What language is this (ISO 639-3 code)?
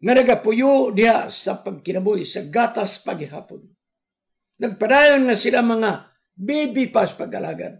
ceb